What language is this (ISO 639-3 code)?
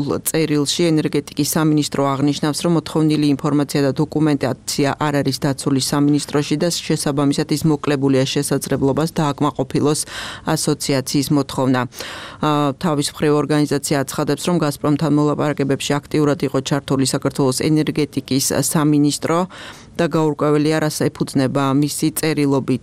kat